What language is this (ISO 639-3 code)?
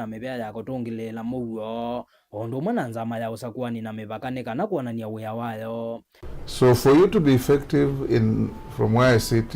kam